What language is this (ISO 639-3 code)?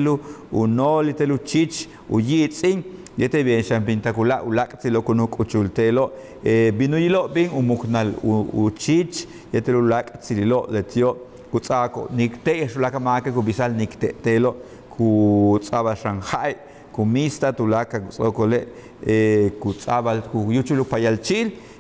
yua